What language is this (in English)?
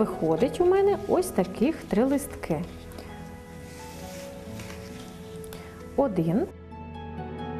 Ukrainian